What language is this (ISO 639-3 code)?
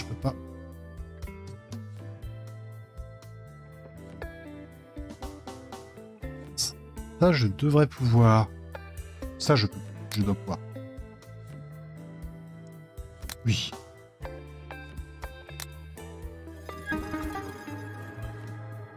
fra